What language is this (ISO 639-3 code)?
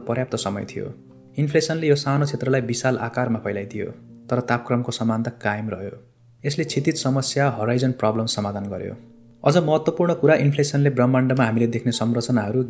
nep